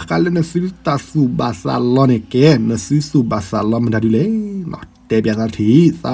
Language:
S'gaw Karen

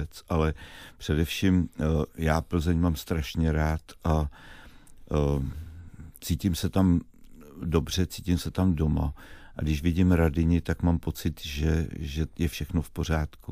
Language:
Czech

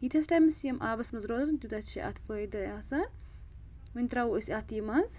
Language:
Kashmiri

